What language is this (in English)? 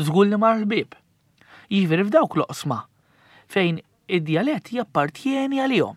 Maltese